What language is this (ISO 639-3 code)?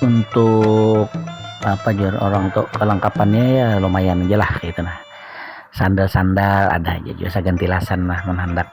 bjn